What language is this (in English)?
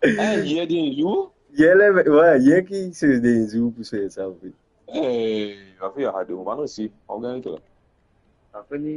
Morisyen